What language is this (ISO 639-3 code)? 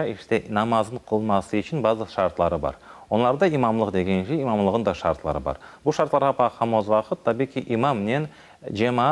crh